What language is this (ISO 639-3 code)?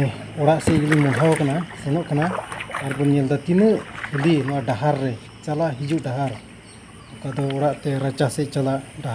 sat